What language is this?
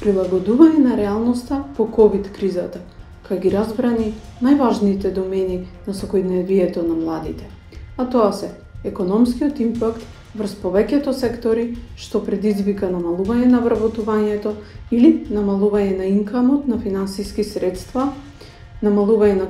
Macedonian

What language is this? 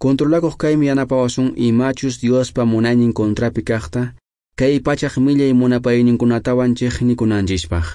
Quechua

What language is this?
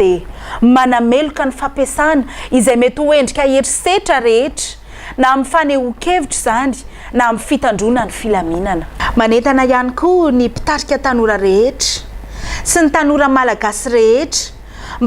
Malagasy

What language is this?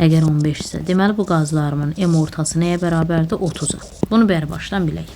Azerbaijani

